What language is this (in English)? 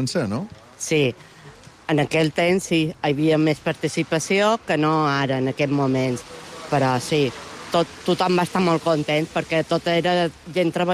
Catalan